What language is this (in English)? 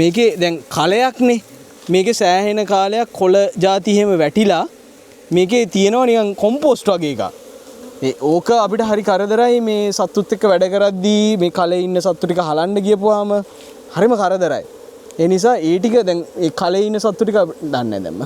Sinhala